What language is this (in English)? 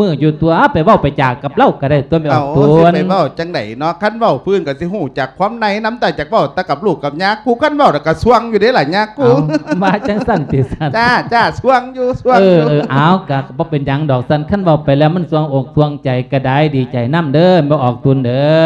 Lao